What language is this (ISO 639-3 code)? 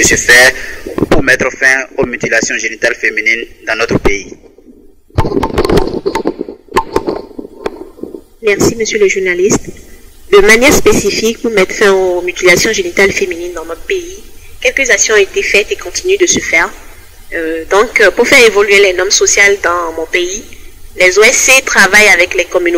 fra